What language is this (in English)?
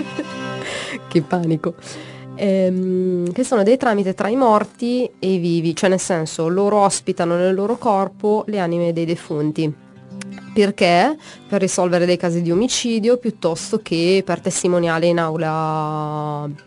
Italian